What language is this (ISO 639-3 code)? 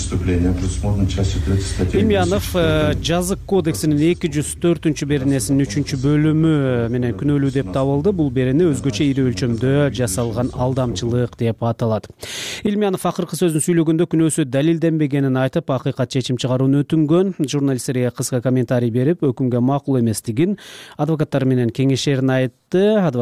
kir